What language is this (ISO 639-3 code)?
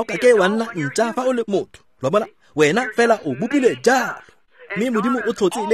tsn